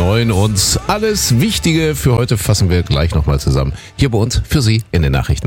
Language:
German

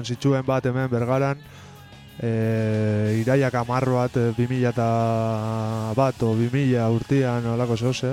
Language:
Basque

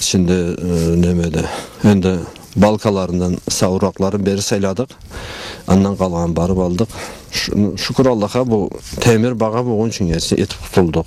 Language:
Karachay-Balkar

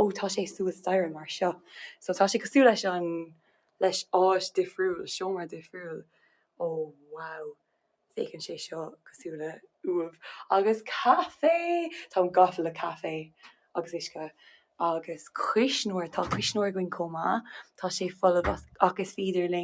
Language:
Irish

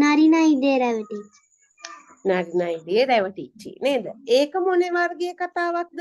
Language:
Sinhala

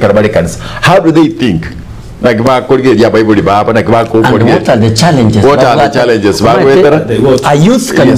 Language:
Gusii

